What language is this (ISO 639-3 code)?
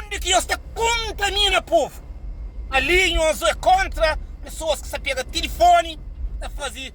kea